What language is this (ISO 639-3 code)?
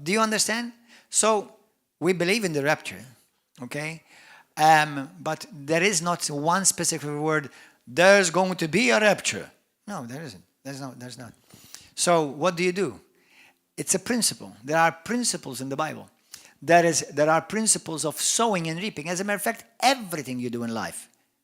eng